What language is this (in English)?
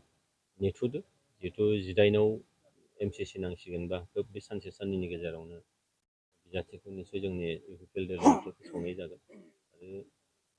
Bodo